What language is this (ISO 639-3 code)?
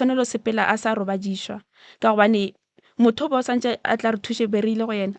nso